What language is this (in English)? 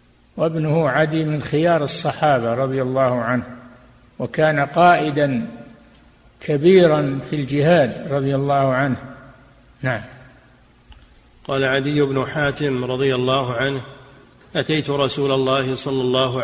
Arabic